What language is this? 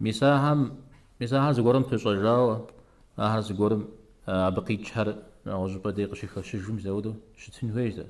Kabardian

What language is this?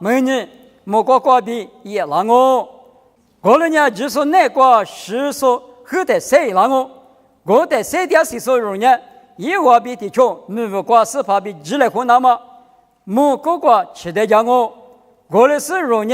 Lisu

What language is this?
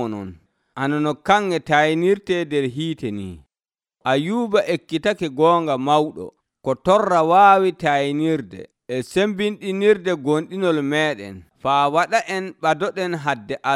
Nigerian Fulfulde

